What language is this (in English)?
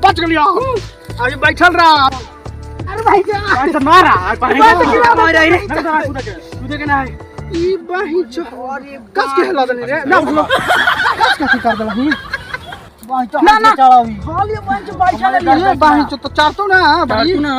Magahi